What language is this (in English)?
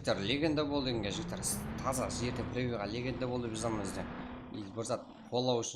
Kara-Kalpak